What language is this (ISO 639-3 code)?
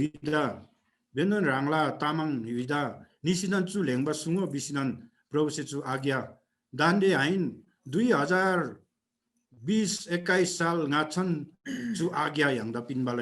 taj